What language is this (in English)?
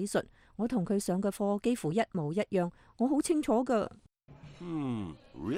Cantonese